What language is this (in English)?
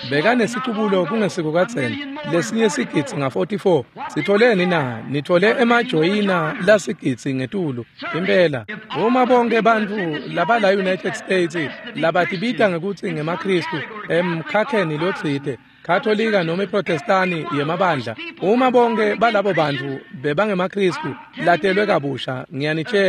Swati